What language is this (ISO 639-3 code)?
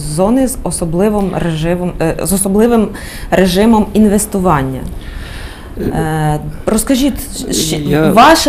ukr